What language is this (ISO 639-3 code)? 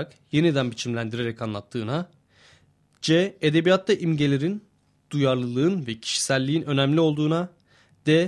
tur